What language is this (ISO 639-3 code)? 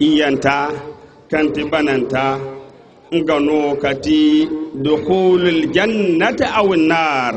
dje